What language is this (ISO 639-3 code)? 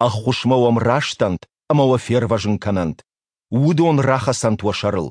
oss